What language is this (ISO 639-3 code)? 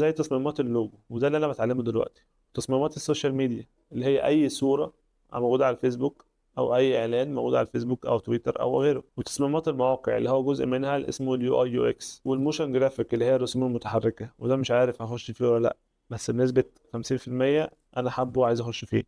arz